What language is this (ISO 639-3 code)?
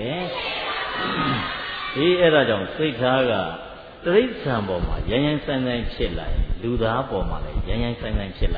mya